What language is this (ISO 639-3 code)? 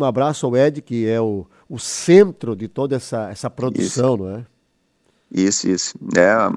por